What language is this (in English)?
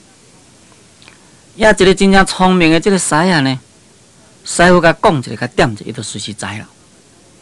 Min Nan Chinese